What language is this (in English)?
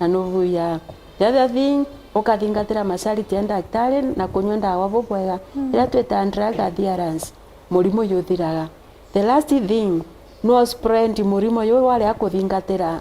Meru